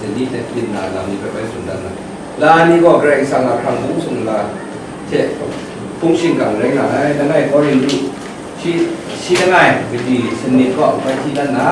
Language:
Kachin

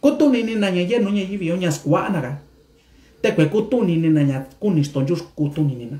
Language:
Mixtepec Mixtec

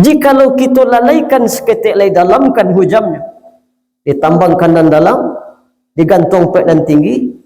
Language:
Minangkabau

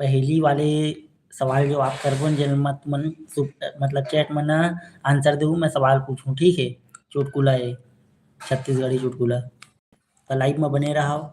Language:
Chhattisgarhi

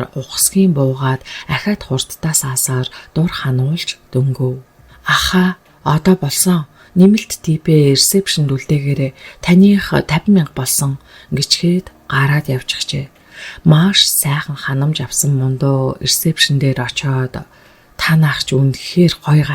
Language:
Mongolian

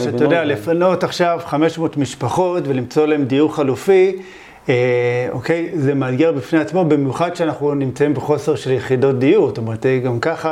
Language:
Hebrew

